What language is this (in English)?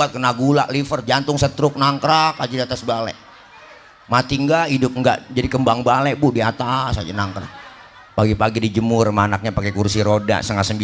Betawi